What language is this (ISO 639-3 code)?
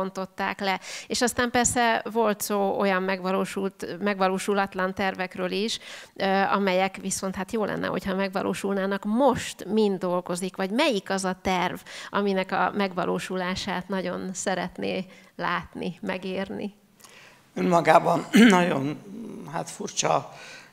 hun